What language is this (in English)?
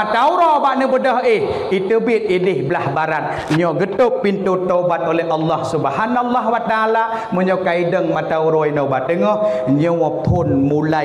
Achinese